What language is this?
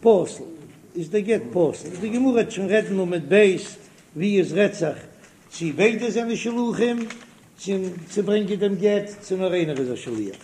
Yiddish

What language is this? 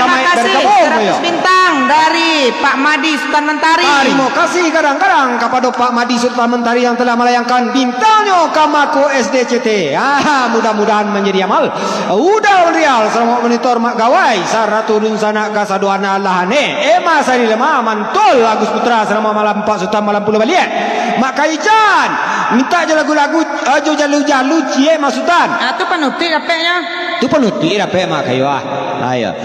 Minangkabau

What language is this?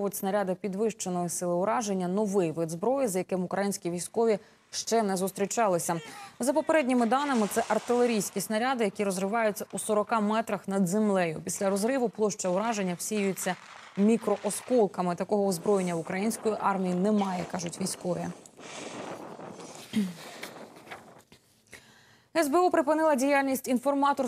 Ukrainian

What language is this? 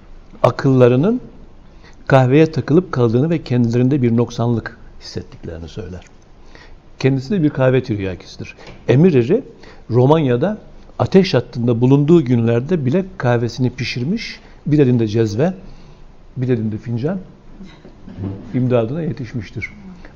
Turkish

